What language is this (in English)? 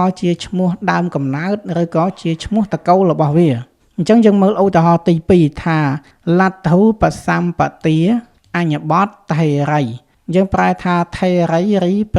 Khmer